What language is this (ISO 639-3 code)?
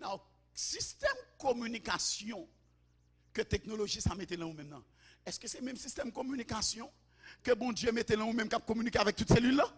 hat